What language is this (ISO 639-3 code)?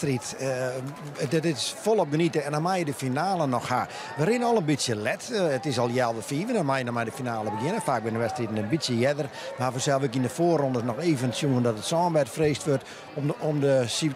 fry